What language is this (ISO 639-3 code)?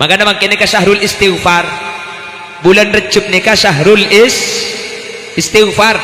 mad